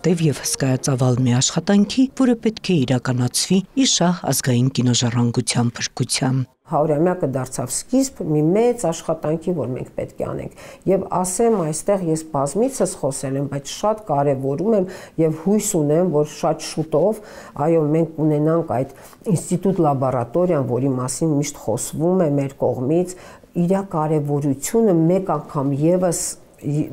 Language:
Armenian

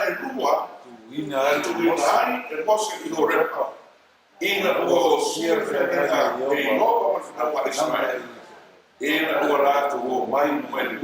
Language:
Samoan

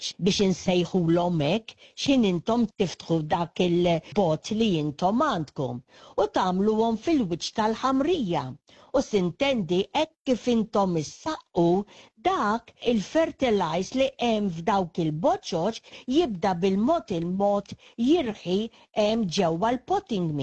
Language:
Maltese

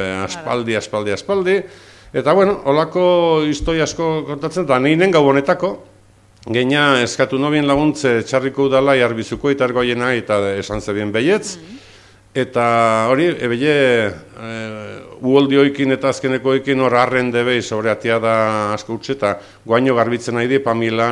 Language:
Basque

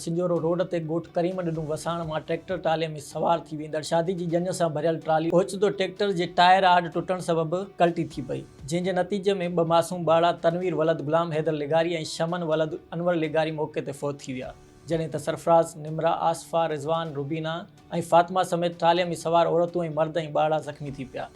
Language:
Sindhi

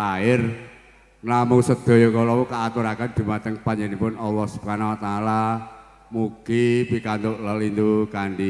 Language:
Javanese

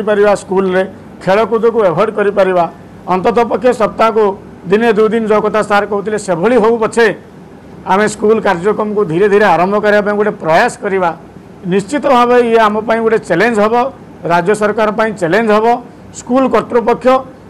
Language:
Odia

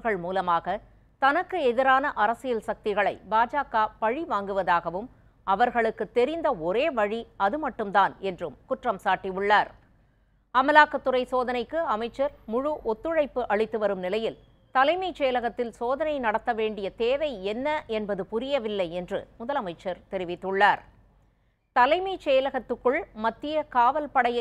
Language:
Tamil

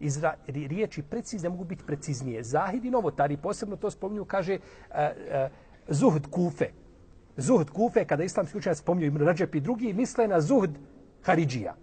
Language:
Bosnian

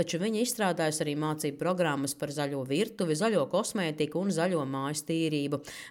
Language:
Latvian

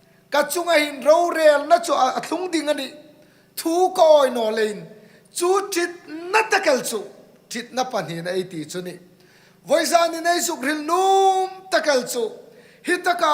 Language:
Hmar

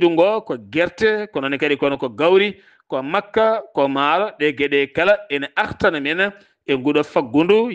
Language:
Fula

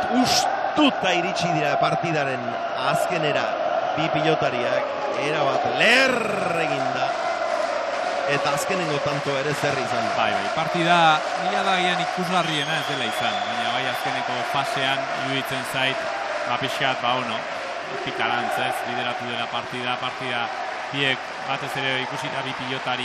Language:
Basque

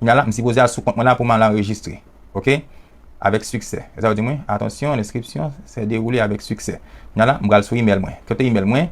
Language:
Haitian Creole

